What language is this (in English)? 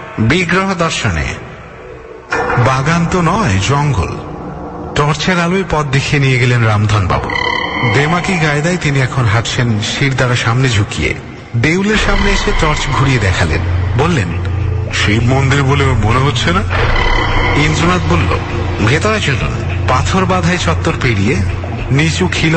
Bangla